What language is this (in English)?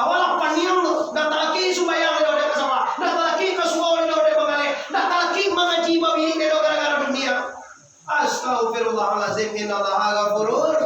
Minangkabau